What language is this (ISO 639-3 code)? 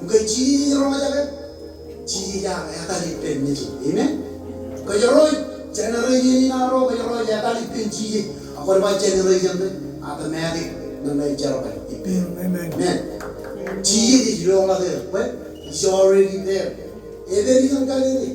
mah